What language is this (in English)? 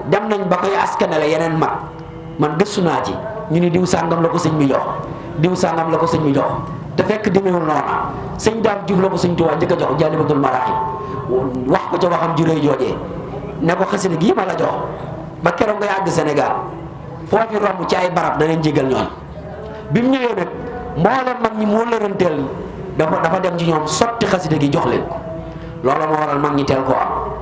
Wolof